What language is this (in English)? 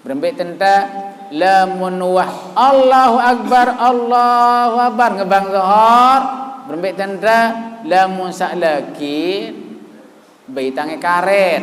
Sasak